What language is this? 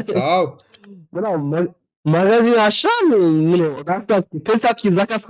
Kara-Kalpak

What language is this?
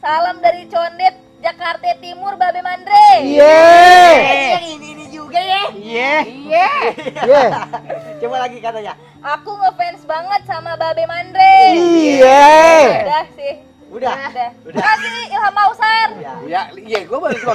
Betawi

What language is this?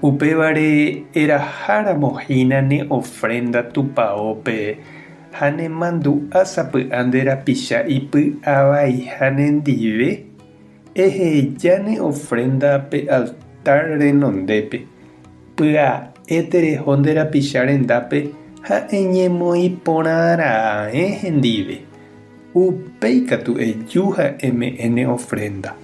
Guarani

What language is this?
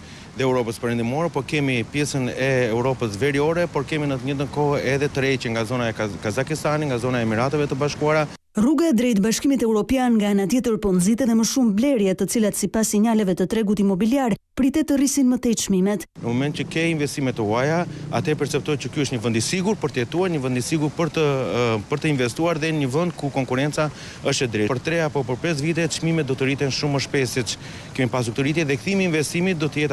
Albanian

